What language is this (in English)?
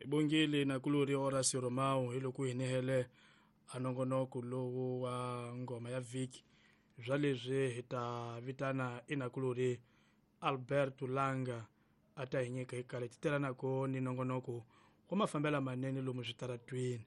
Tsonga